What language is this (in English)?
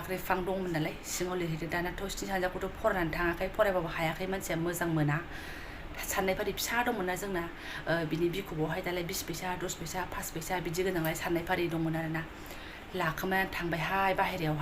Bodo